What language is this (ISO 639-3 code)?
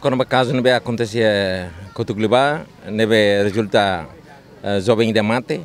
tet